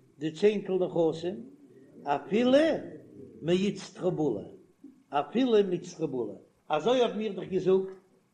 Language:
Yiddish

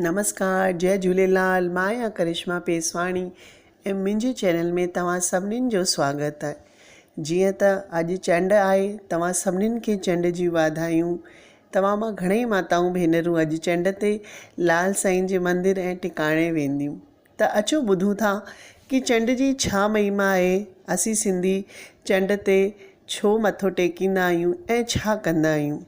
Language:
Sindhi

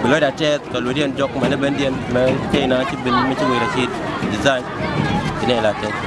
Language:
Nuer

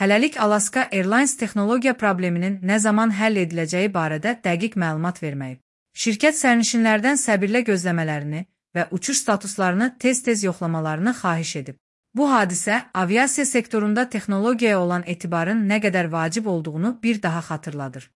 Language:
Azerbaijani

